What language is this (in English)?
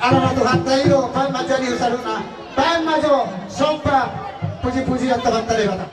Batak Toba